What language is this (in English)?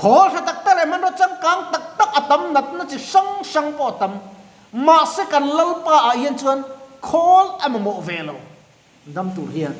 Mizo